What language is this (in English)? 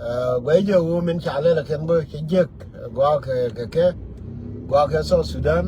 Nuer